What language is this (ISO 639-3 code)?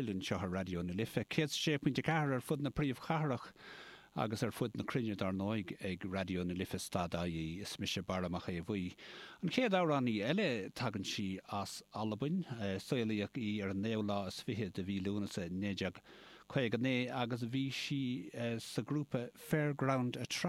gle